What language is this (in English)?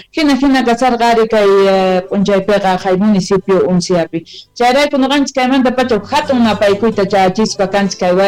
South Bolivian Quechua